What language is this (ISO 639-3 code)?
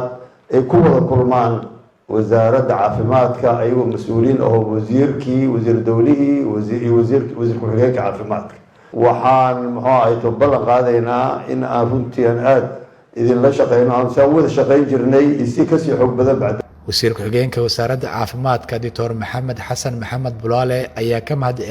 som